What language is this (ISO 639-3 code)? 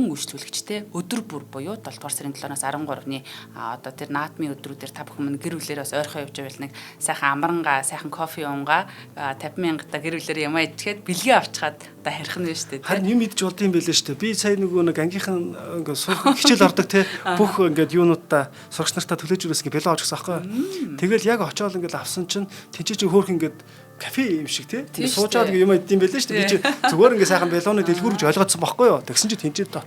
mon